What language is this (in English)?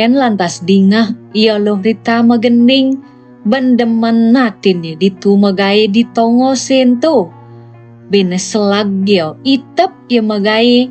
Balinese